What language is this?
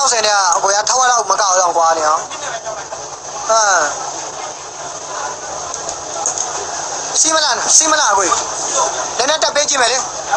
Burmese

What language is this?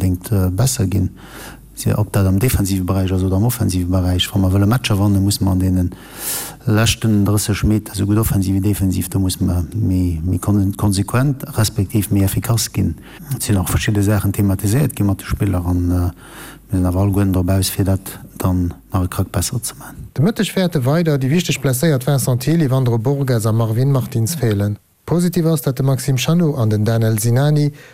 Luxembourgish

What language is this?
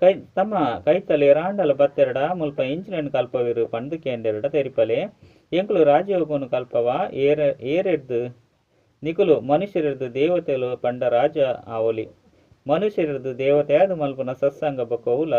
Tulu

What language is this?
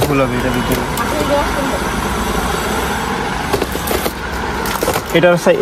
Bangla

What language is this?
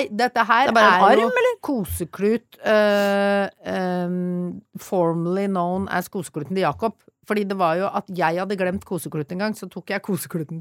Norwegian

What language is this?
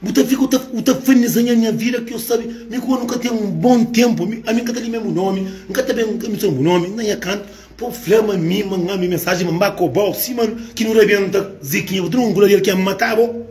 Kabuverdianu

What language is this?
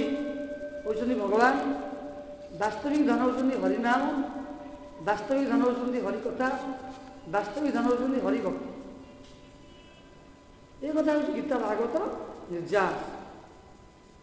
Odia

